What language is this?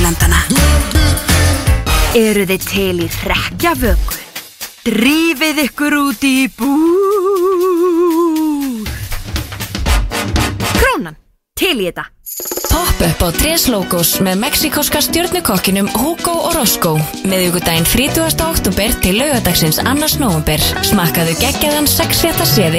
Icelandic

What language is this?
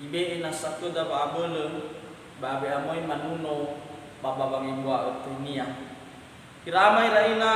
Nias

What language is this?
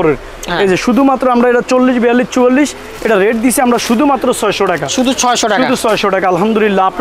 Bangla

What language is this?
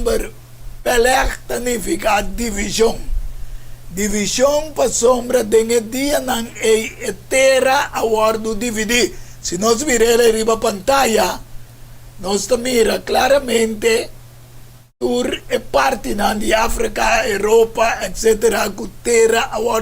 Papiamento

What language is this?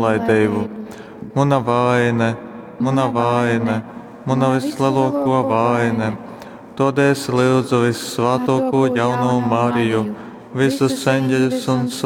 Latgalian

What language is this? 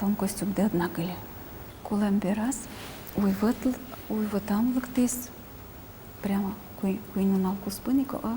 Udmurt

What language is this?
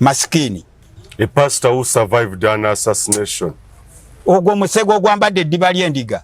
Ganda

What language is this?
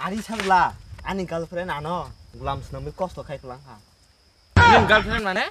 Kok Borok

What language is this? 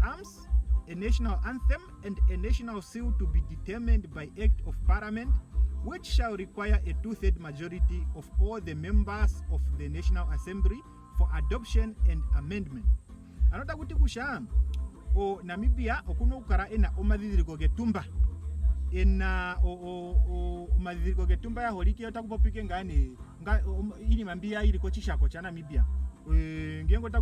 Ndonga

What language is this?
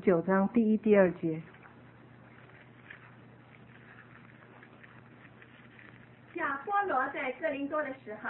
Chinese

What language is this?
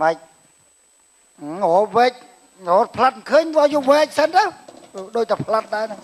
Khmer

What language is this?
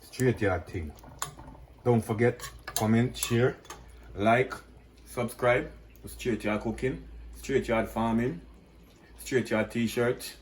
Jamaican Creole English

